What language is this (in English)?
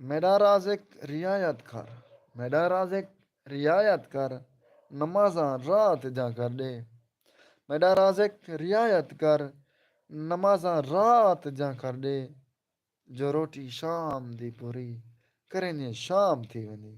Saraiki